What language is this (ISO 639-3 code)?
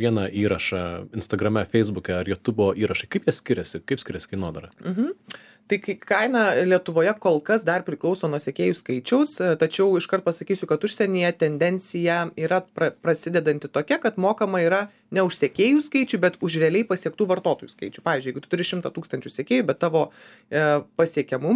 lit